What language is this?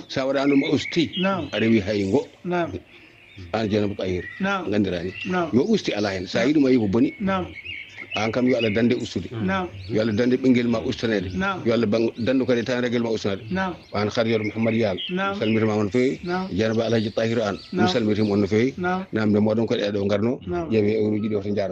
Fula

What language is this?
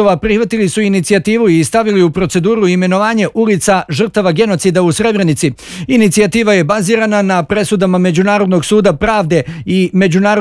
Bosnian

